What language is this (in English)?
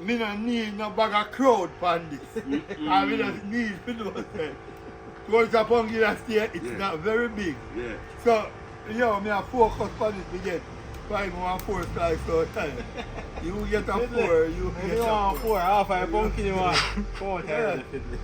Jamaican Creole English